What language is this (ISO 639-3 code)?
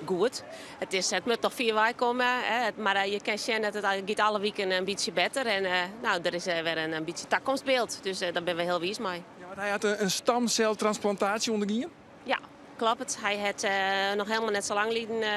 fry